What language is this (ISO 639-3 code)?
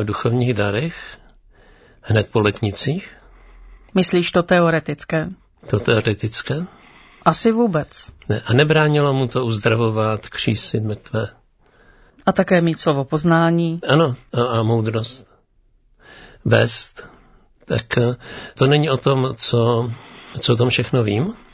ces